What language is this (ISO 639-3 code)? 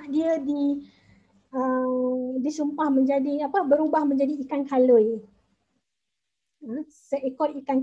msa